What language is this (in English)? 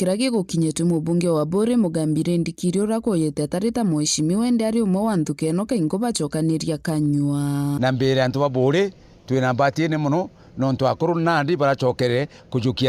Meru